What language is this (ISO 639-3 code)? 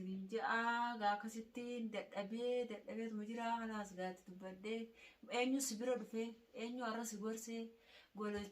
orm